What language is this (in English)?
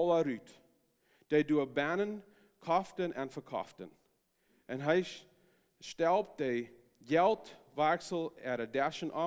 Plautdietsch